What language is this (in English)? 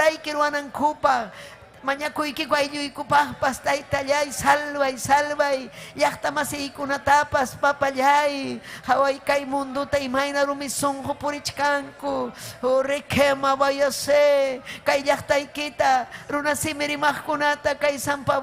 Ayacucho Quechua